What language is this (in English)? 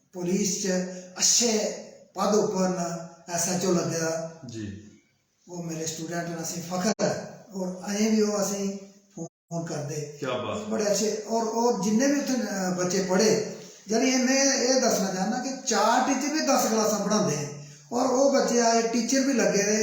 Dogri